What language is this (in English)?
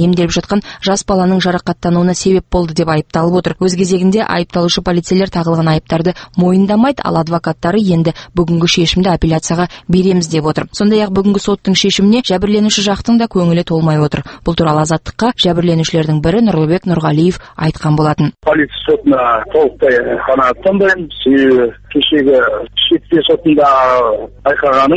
Kazakh